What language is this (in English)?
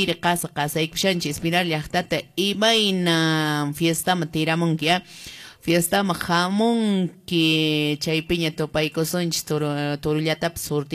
Quechua